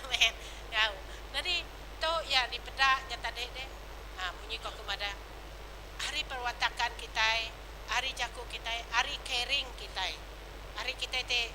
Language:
Iban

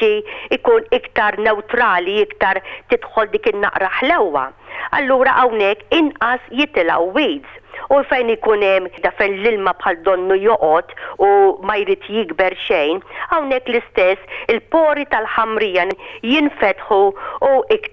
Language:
Maltese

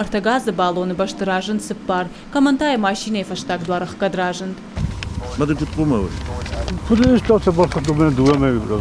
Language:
Ossetic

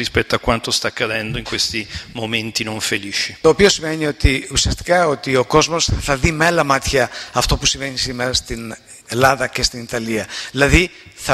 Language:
Greek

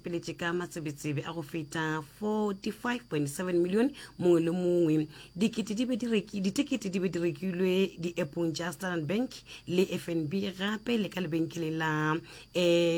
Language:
Northern Sotho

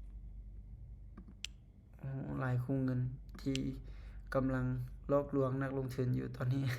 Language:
Lao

